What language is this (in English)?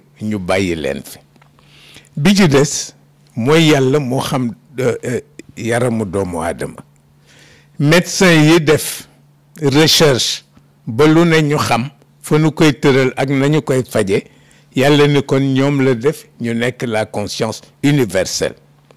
Wolof